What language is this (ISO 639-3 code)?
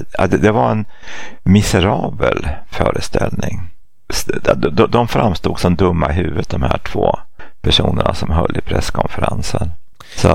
swe